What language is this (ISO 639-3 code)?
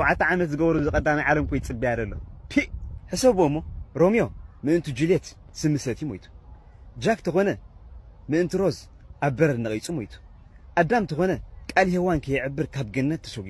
tir